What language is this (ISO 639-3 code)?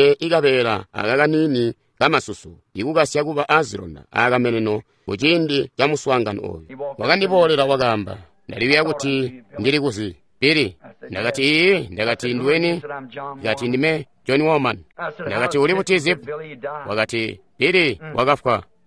toi